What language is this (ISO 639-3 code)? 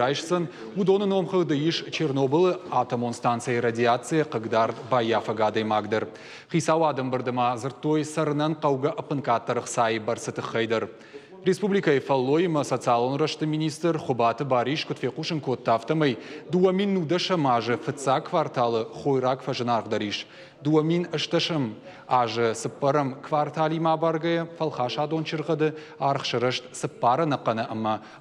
oss